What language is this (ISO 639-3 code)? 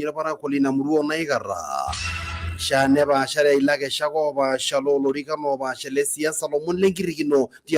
mas